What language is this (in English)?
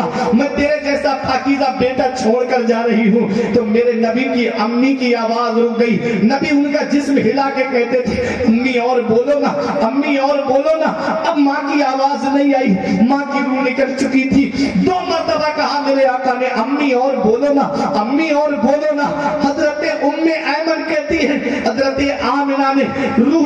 Urdu